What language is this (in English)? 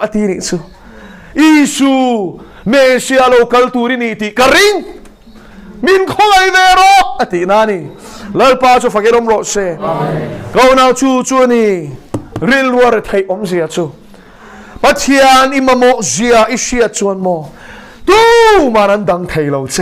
Mizo